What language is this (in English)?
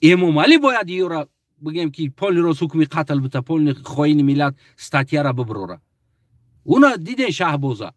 Tajik